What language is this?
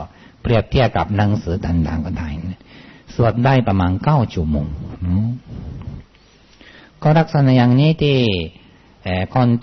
Thai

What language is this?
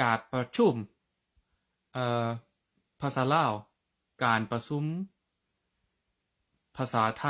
Lao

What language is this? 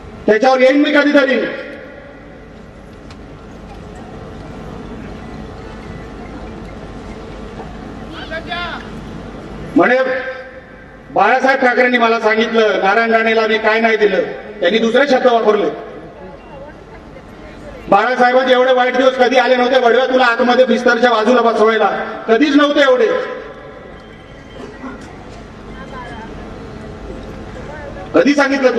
Marathi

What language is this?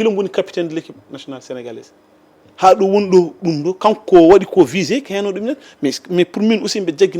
Fula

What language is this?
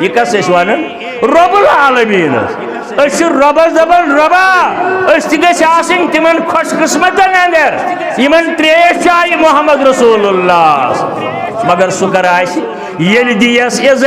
Kashmiri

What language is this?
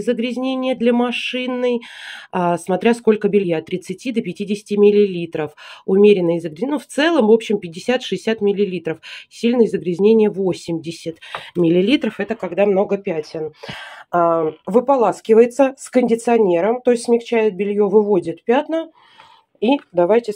Russian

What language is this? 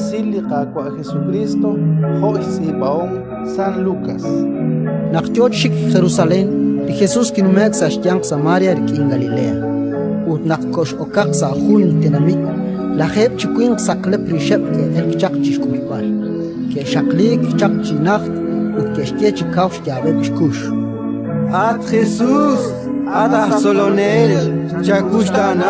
Kekchí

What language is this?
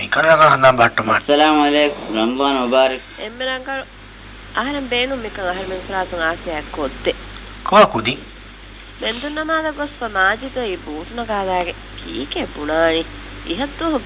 Divehi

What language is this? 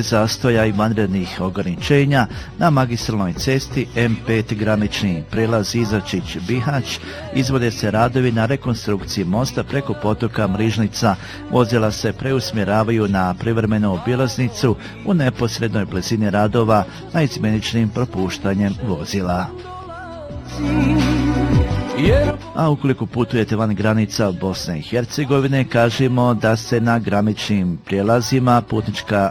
Bosnian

